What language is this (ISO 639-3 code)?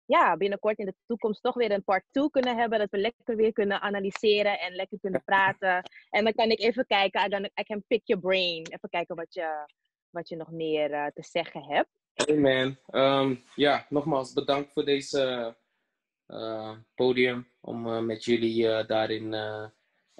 nld